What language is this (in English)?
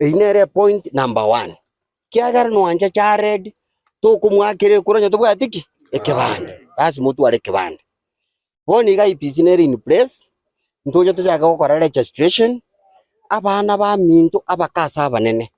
Gusii